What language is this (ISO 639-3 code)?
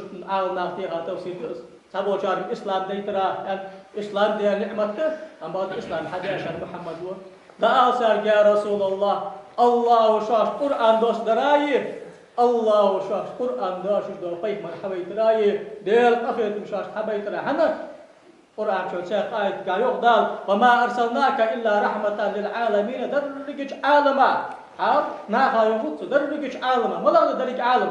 inh